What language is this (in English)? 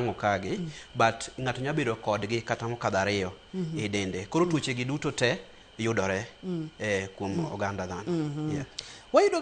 Luo (Kenya and Tanzania)